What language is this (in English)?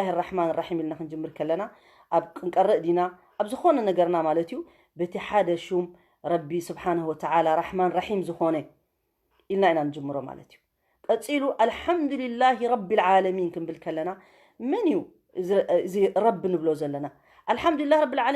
Tigrinya